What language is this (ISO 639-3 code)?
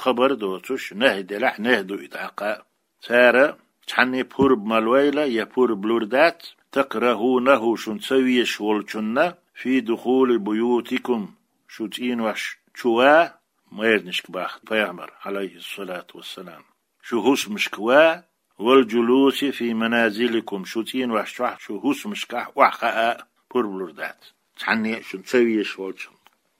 che